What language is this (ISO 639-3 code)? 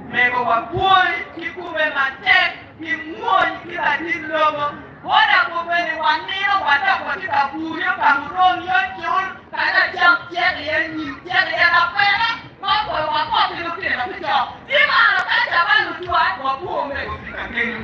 ach